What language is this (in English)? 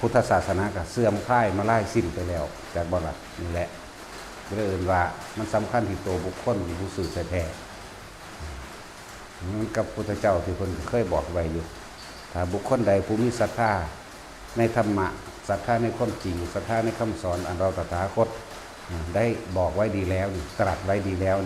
Northeastern Thai